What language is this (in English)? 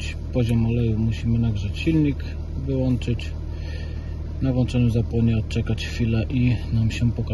Polish